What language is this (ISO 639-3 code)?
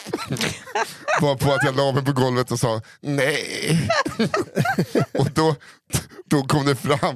swe